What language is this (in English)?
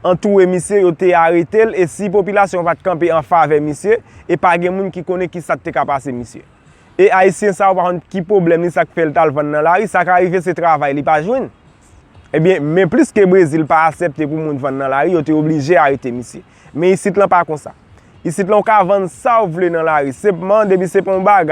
Haitian Creole